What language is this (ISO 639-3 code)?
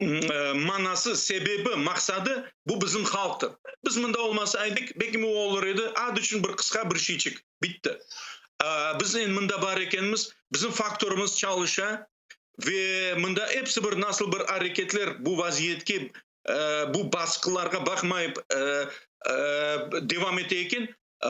crh